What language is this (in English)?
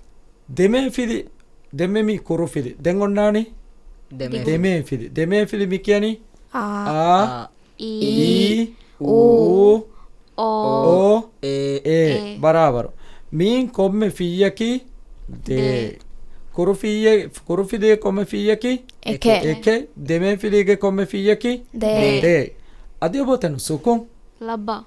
Divehi